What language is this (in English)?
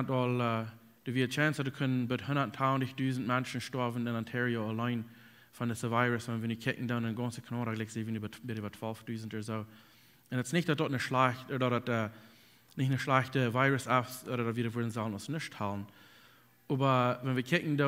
Plautdietsch